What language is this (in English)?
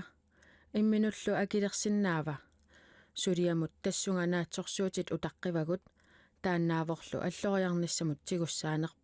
Kalaallisut